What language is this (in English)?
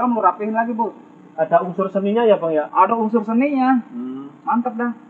Betawi